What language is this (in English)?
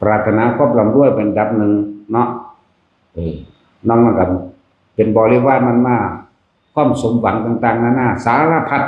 Northeastern Thai